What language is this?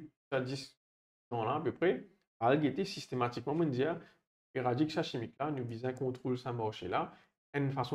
Morisyen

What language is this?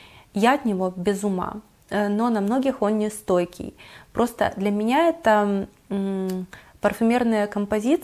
Russian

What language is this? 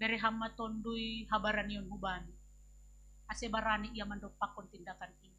Batak Simalungun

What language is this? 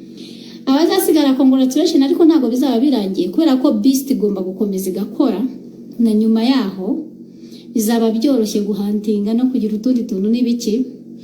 Kinyarwanda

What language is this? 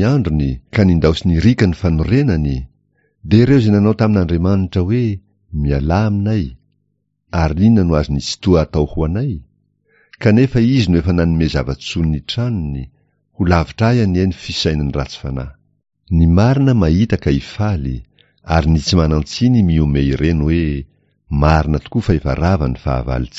Malagasy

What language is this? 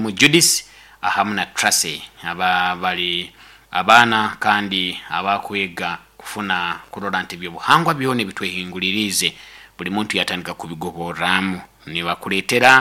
Nyoro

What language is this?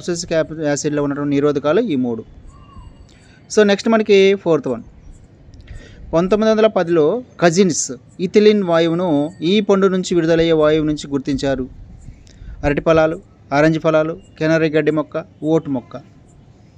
Telugu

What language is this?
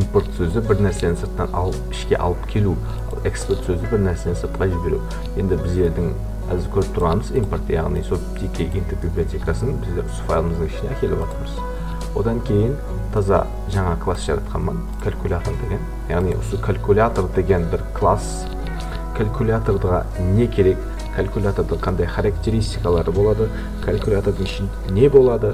Kara-Kalpak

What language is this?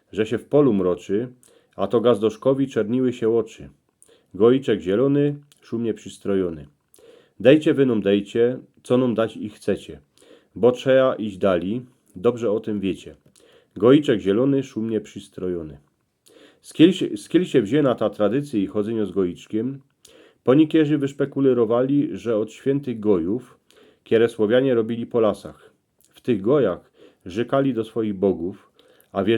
Silesian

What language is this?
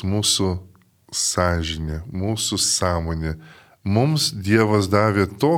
Lithuanian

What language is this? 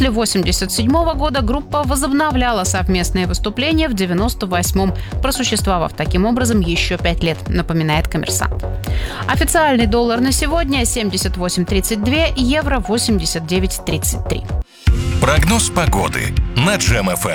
Russian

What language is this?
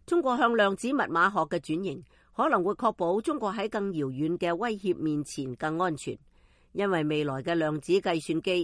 Cantonese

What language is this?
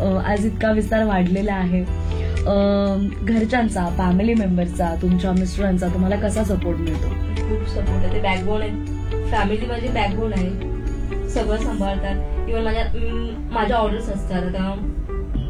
Marathi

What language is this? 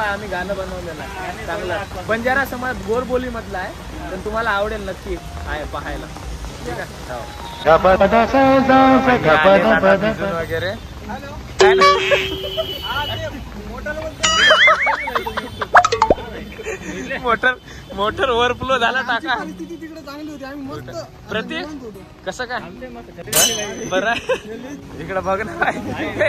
Marathi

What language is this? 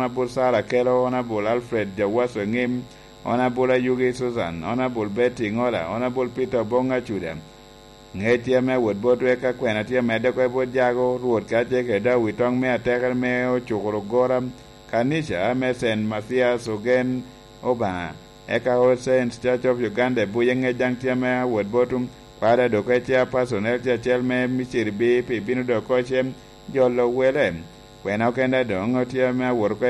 Lango (Uganda)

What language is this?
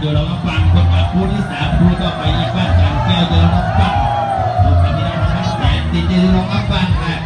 Lao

